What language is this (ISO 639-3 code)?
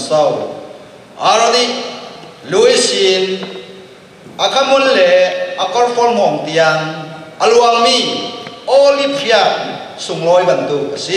cfm